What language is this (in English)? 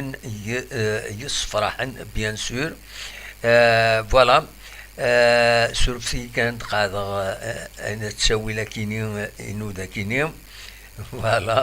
Kabyle